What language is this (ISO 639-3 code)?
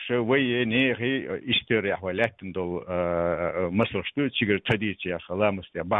che